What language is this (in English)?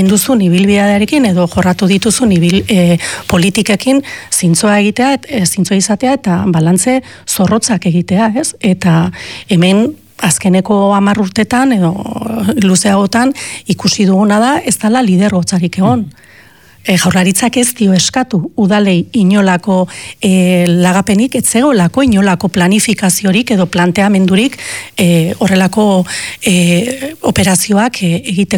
Basque